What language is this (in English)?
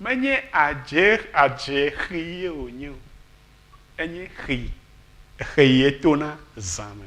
Ewe